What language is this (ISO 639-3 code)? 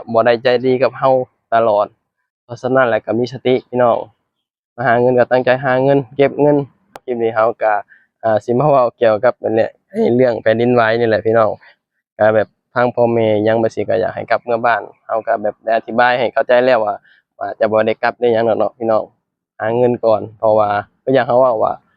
lao